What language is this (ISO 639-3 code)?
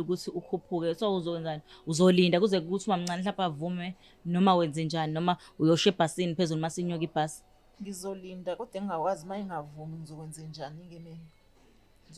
zul